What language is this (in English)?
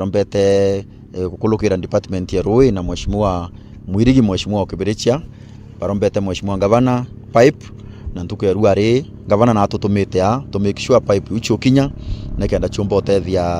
Meru